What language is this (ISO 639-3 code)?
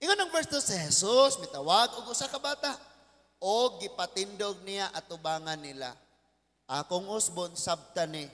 ceb